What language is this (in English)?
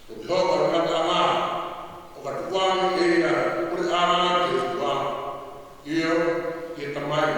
Tongan